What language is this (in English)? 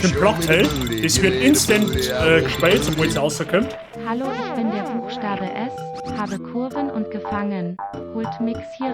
Bavarian